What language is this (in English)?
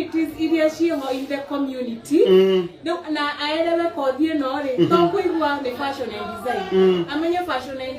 Kikuyu